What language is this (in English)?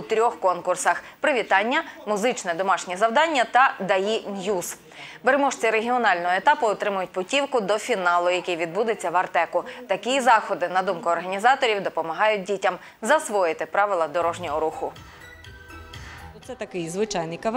Ukrainian